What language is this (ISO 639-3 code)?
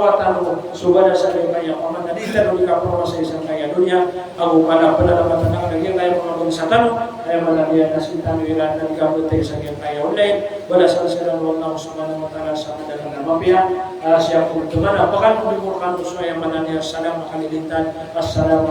mrw